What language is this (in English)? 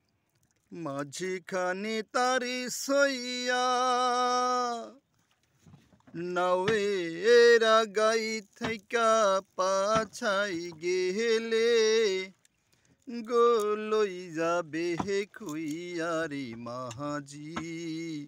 Bangla